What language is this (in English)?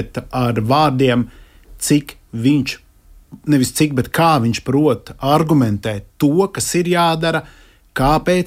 Latvian